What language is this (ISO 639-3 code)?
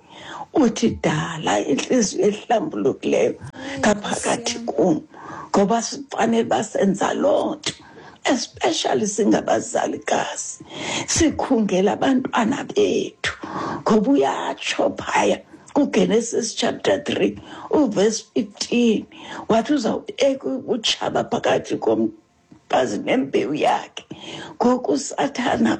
xho